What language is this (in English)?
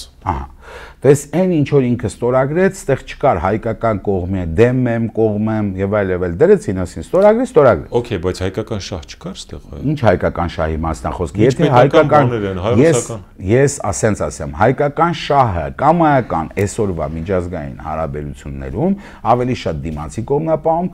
Armenian